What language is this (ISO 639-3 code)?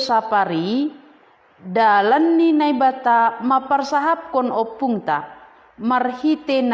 bts